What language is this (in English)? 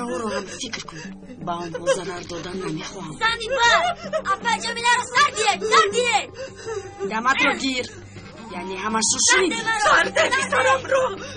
Tajik